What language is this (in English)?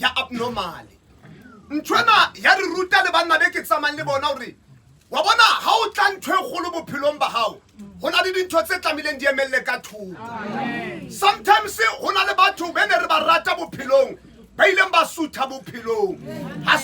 Southern Sotho